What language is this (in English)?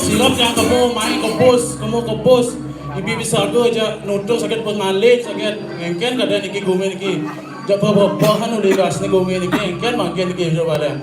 Balinese